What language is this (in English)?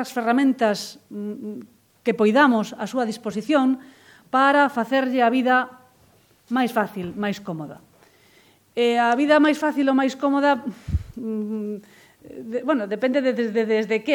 Galician